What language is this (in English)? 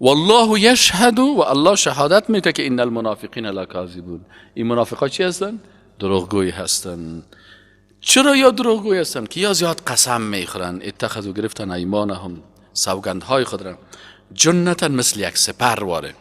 Persian